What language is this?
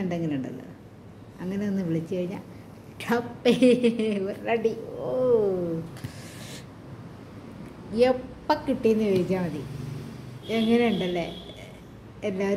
Malayalam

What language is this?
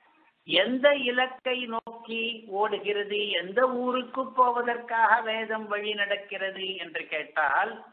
Tamil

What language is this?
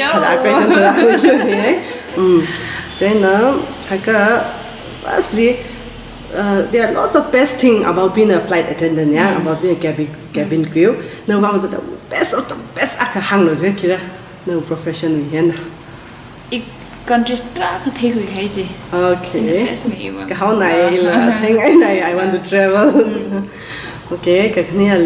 Tangkhul Naga (India)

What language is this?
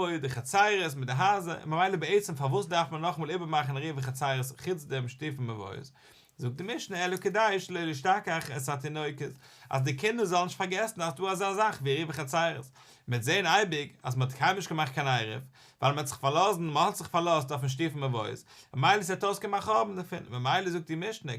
Yiddish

